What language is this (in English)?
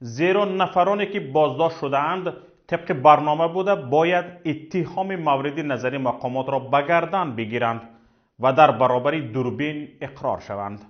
Tajik